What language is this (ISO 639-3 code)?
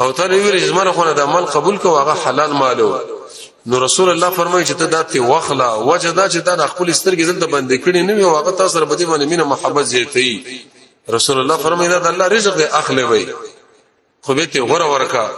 pus